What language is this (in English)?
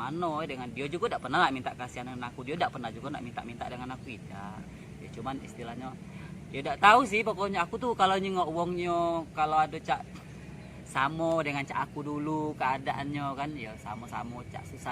Musi